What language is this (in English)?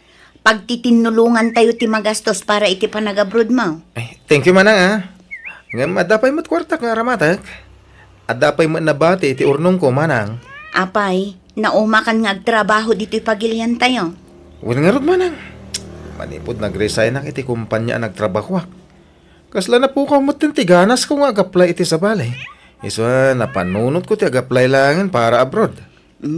Iloko